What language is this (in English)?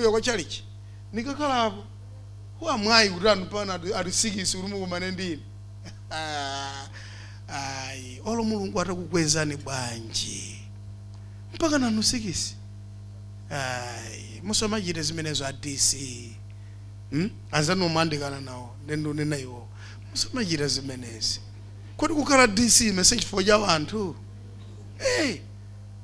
Nyanja